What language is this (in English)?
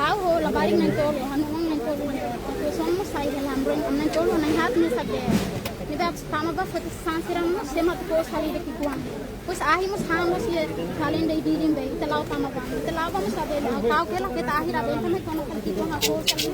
Tetum